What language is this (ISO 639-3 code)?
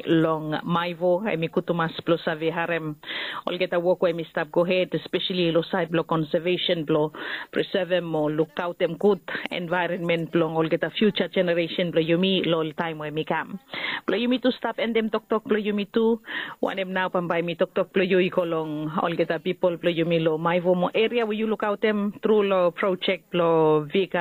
bis